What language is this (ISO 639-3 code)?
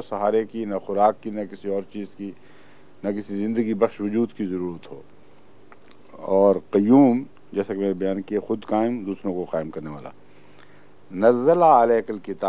urd